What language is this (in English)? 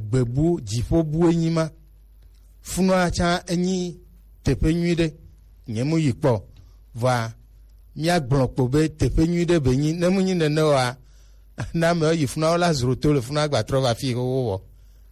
Gen